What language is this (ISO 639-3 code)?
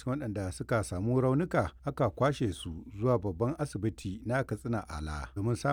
hau